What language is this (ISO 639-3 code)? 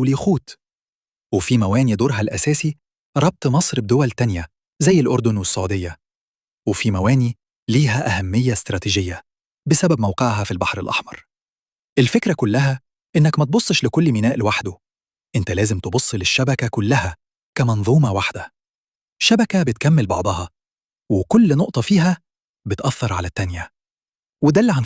arz